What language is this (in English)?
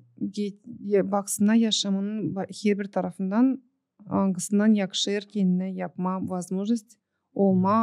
Gagauz